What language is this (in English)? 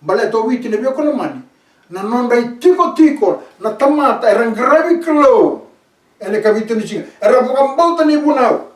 Fijian